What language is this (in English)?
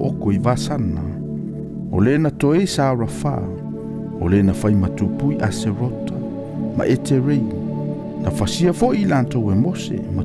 Samoan